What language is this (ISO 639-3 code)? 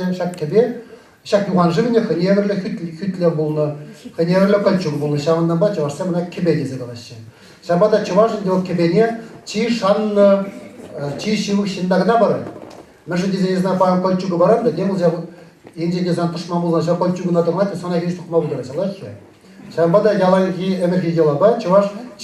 chv